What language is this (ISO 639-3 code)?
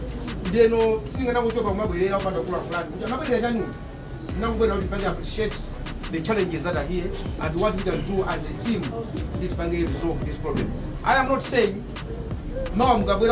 nya